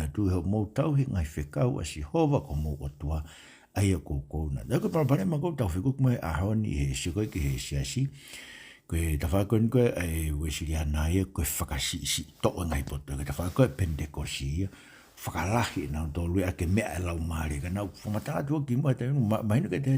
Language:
Tongan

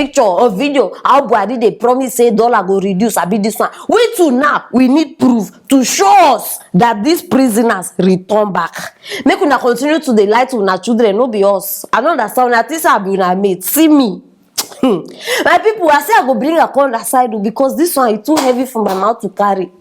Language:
Nigerian Pidgin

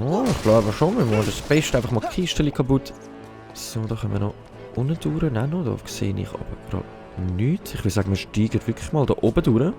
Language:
Swiss German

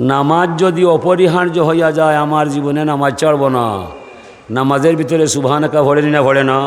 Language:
Sylheti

